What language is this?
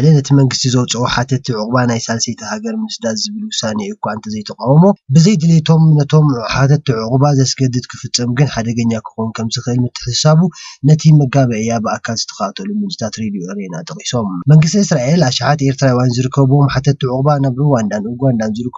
Tigrinya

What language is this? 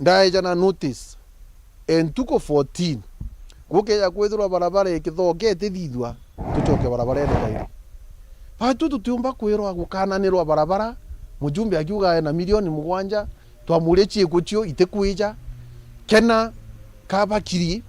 Meru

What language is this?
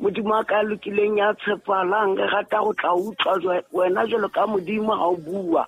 Southern Sotho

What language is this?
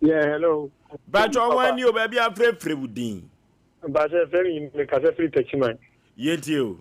Akan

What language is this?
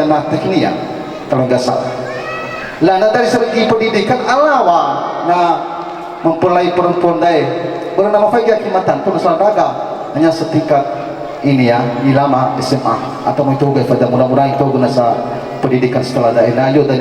Nias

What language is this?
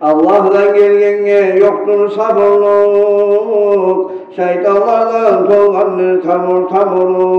Kumyk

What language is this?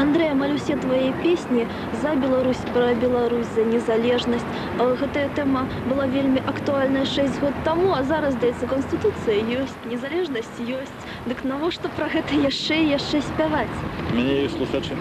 Belarusian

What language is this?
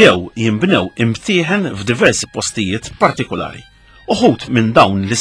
Maltese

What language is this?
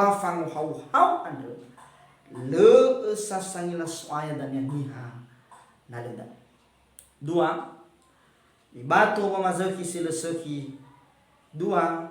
Nias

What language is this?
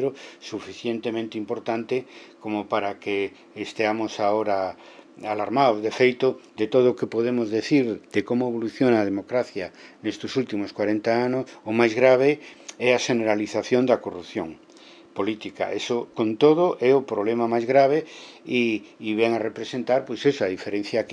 Galician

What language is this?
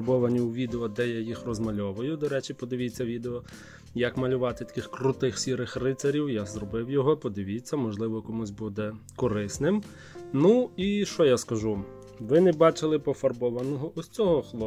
Ukrainian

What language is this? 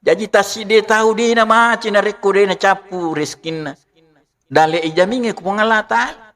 Buginese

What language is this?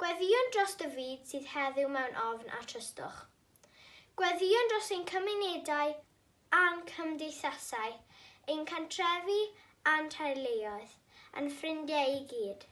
Welsh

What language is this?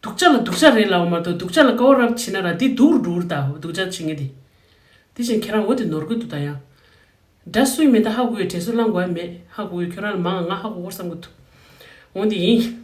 Tibetan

